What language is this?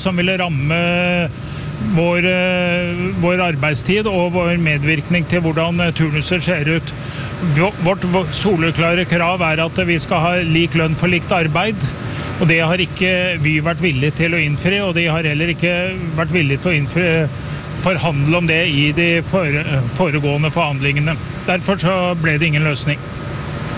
Norwegian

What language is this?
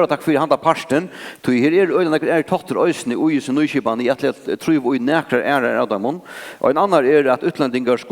Faroese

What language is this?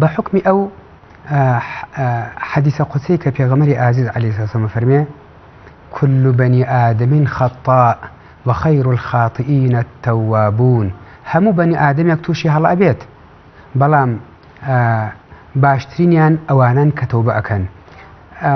Central Kurdish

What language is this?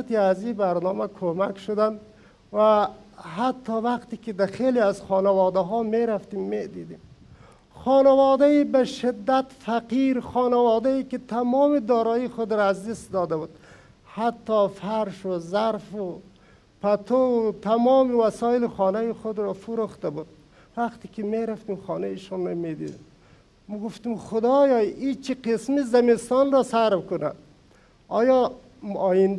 Persian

